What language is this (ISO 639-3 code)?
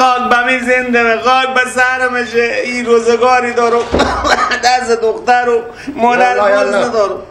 fas